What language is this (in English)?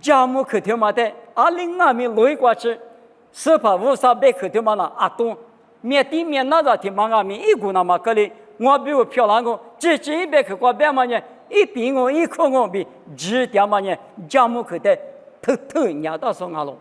Lisu